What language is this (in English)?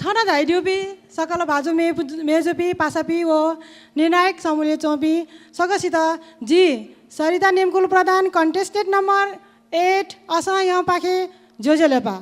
Newari